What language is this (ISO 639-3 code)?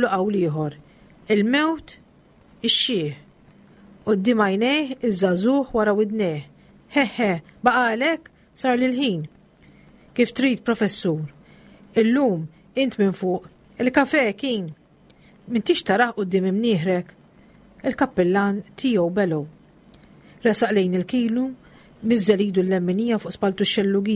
mlt